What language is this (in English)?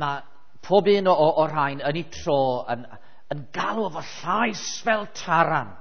Welsh